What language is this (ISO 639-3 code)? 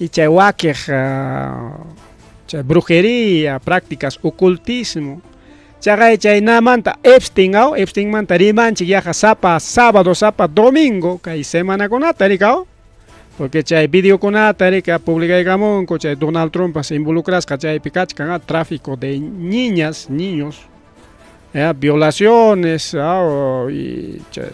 quy